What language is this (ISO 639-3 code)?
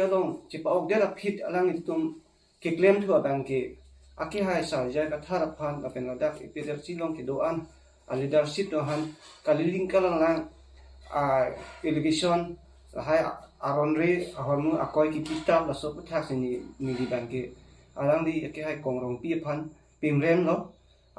mjw